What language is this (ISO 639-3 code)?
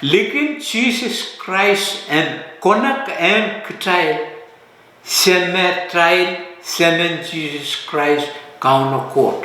pon